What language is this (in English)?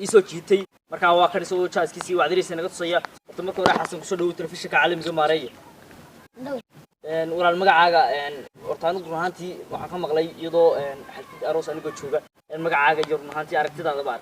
Somali